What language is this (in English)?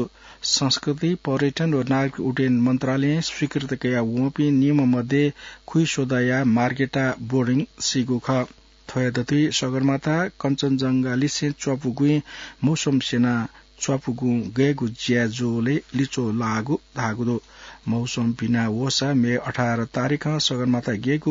Newari